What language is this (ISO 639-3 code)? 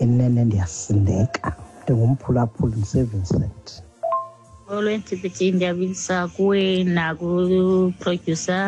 xho